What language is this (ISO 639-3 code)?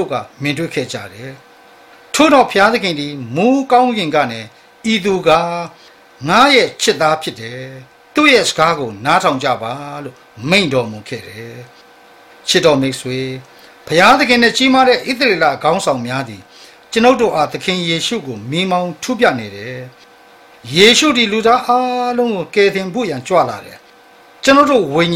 mya